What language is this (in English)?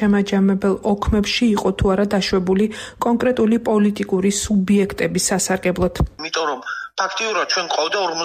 Georgian